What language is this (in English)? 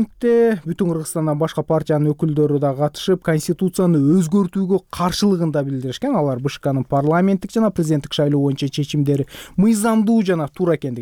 Kyrgyz